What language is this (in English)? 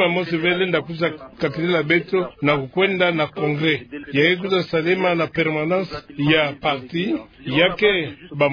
Kituba (Democratic Republic of Congo)